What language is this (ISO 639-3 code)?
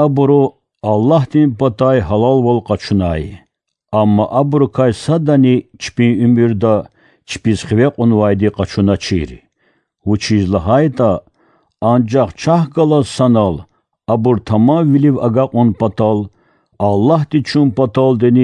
lez